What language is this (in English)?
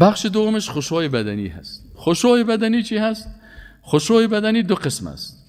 Persian